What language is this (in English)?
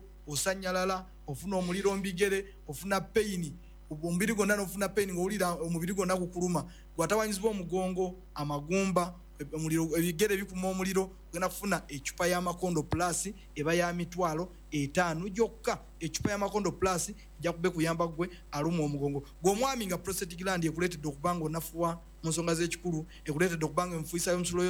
Ganda